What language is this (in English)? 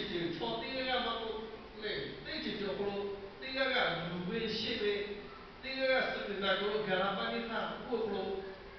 Lahu